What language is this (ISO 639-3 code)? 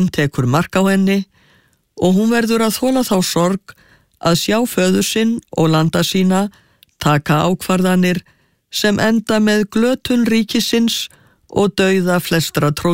isl